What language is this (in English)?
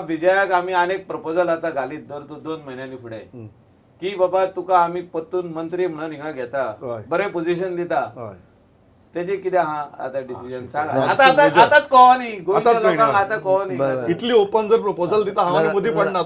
Konkani